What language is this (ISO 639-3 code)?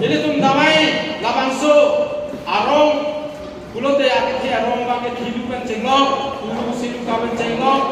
mjw